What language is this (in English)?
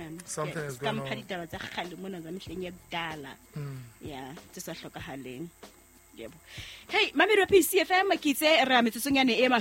Southern Sotho